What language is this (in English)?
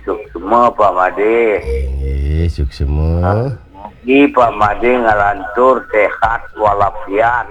Balinese